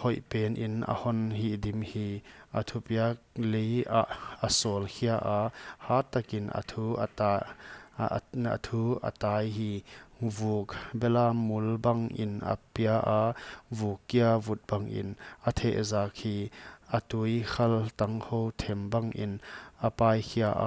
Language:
Paite Chin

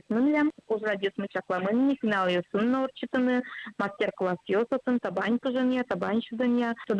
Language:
Udmurt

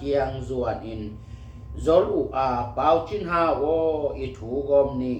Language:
Tedim Chin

